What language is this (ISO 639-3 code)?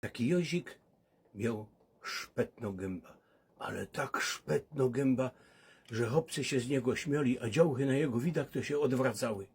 szl